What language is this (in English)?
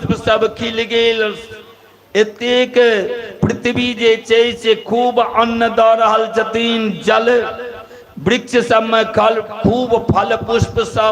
Maithili